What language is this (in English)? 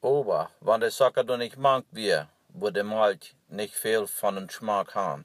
Plautdietsch